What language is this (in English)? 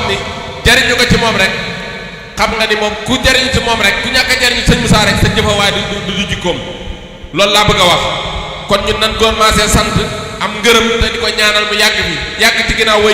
Wolof